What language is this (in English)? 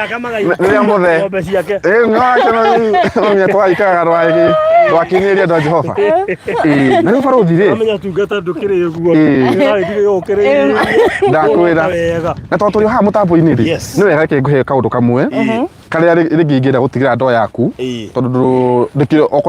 Kikuyu